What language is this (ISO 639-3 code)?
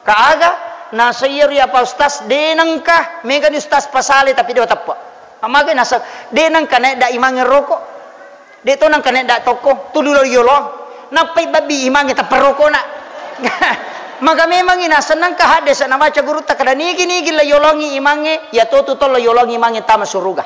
bug